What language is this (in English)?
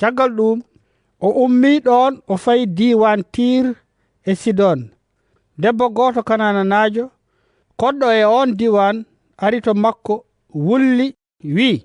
Fula